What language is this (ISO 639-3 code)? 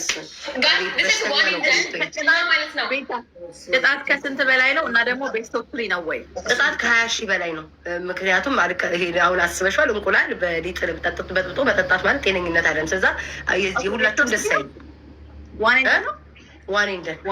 amh